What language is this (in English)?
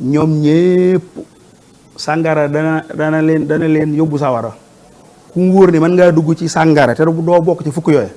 Wolof